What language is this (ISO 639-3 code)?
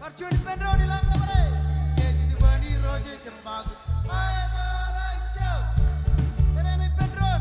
mah